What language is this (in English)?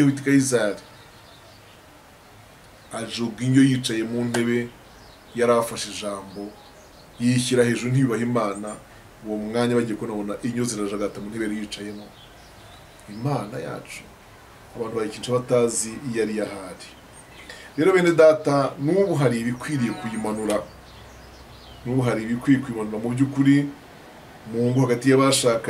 Kinyarwanda